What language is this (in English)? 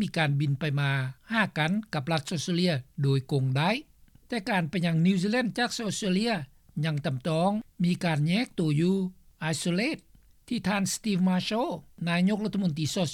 Lao